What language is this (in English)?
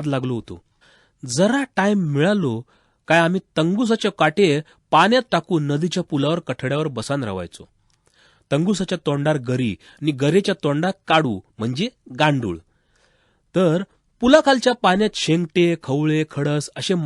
Konkani